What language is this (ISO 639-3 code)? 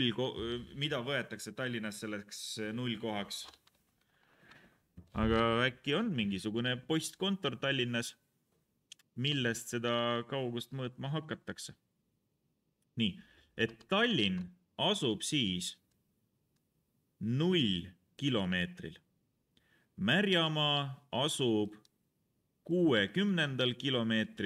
est